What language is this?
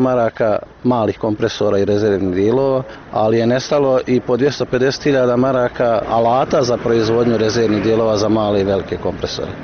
Bosnian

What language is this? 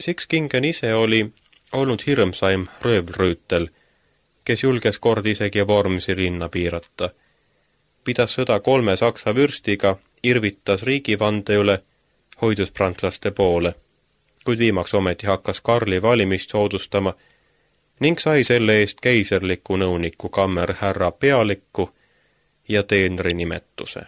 Estonian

